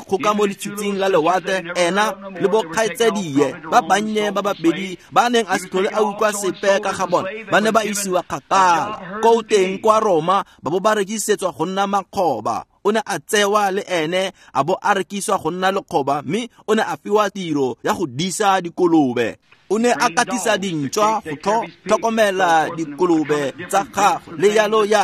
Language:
Tswana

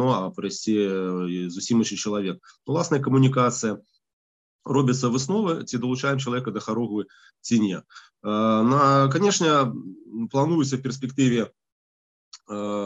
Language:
Belarusian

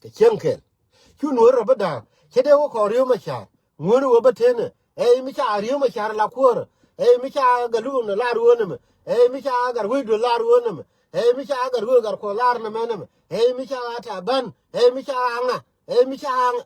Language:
Nuer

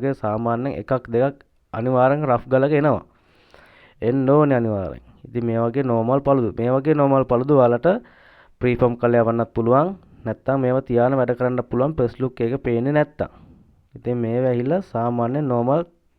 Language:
Sinhala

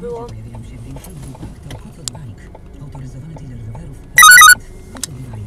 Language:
Polish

